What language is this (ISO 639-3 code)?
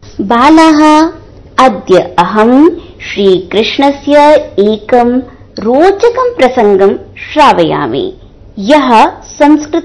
san